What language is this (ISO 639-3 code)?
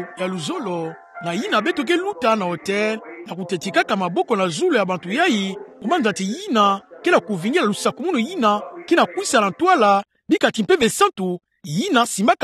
ktu